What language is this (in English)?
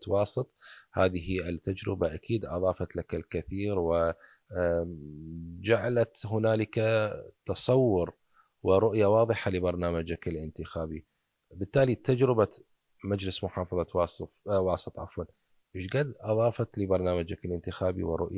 Mesopotamian Arabic